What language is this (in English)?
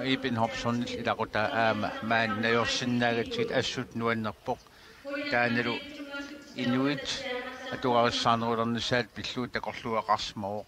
Kalaallisut